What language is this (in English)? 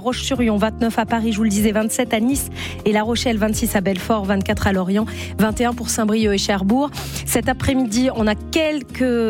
French